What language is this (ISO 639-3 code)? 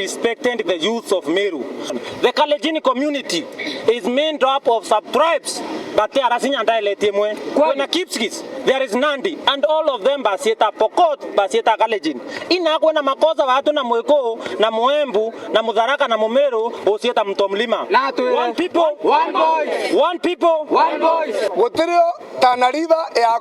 mer